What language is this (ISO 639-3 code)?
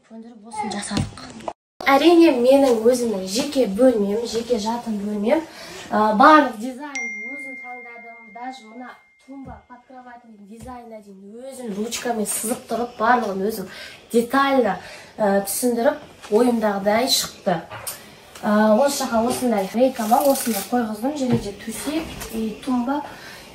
kaz